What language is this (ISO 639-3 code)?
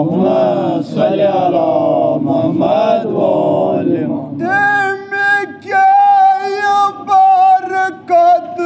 kas